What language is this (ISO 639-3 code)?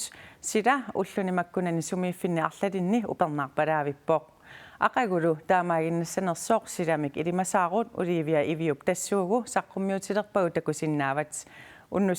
kal